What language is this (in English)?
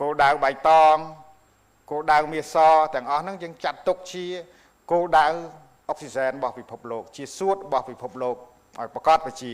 Khmer